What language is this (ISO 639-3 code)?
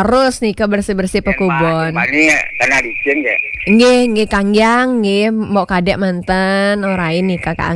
ban